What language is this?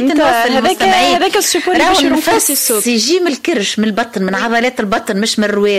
Tunisian Arabic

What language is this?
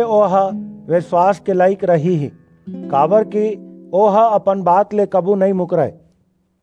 Chhattisgarhi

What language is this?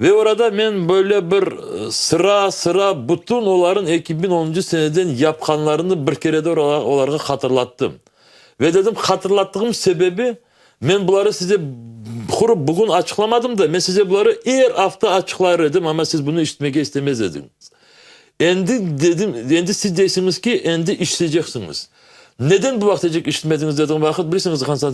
Crimean Tatar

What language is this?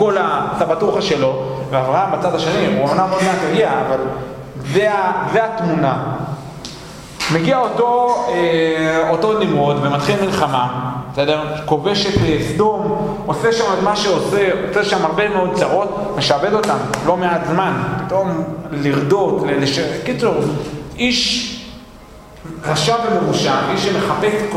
Hebrew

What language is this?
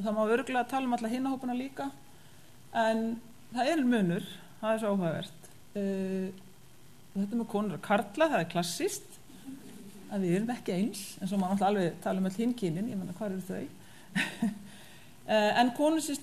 Icelandic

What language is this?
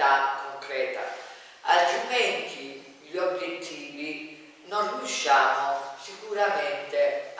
Italian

